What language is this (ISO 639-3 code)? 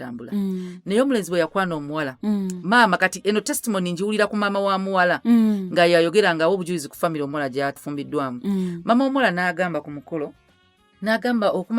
lug